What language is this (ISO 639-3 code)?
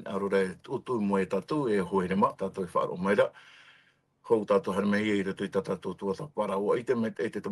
tah